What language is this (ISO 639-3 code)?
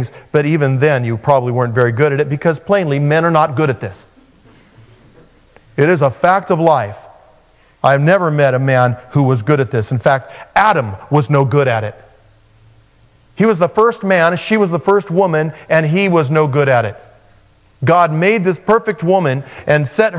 eng